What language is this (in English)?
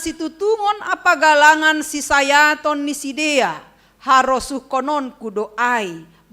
Batak Simalungun